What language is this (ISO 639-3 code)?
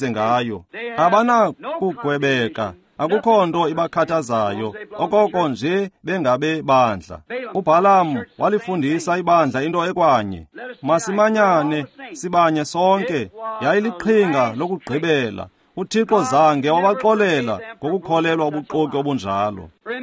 xho